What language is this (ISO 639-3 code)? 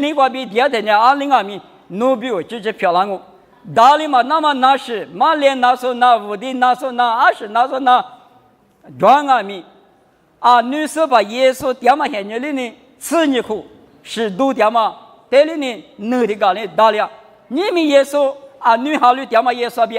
lis